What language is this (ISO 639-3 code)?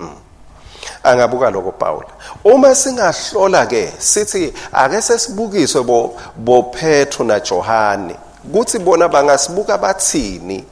ssw